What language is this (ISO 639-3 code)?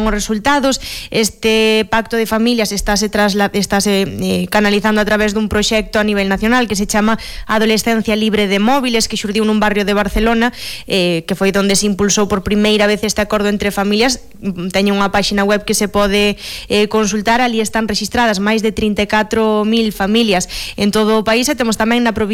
glg